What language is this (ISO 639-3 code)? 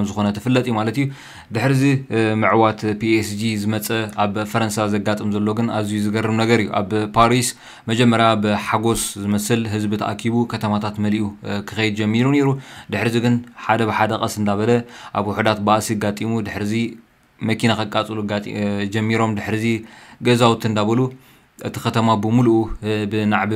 tir